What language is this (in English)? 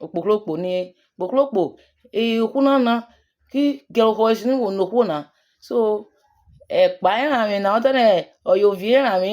Urhobo